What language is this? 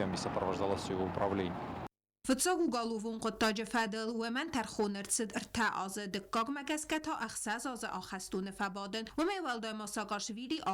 Ossetic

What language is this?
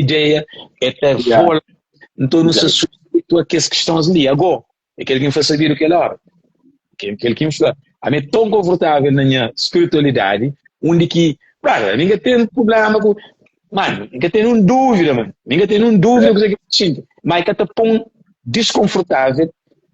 Kabuverdianu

